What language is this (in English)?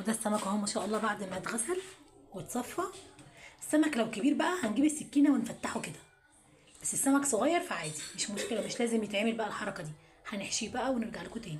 Egyptian Arabic